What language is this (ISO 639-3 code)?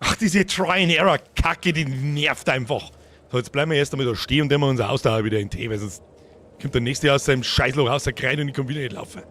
bar